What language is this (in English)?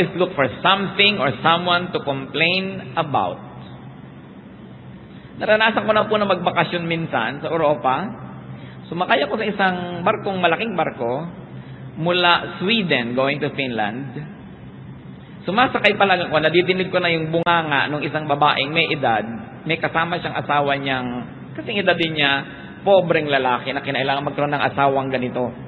Filipino